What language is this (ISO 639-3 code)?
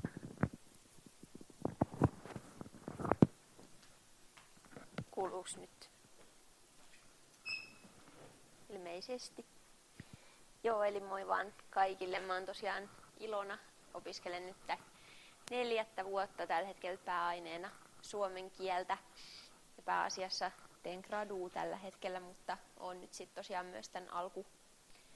fin